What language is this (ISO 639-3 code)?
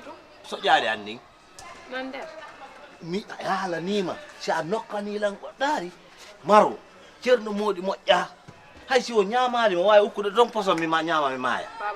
ful